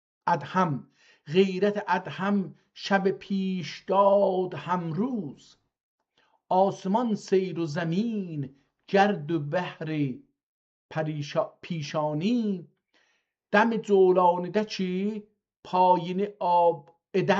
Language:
South Azerbaijani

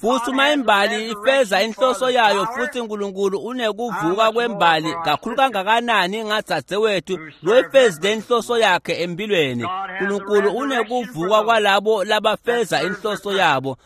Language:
Swati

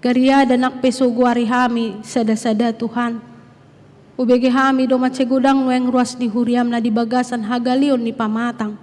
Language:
Batak Toba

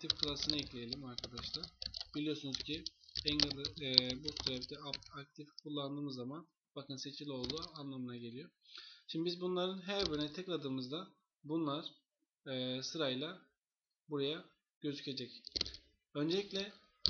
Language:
Turkish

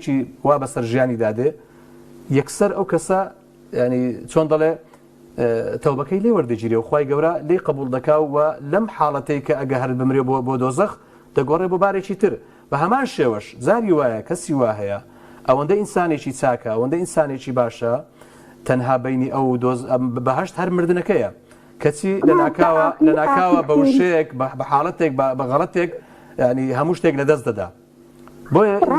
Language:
Central Kurdish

